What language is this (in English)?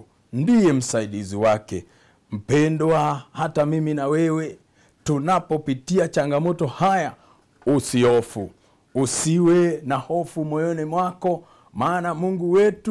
Swahili